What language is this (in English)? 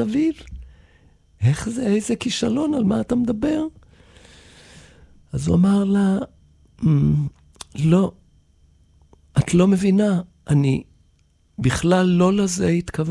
Hebrew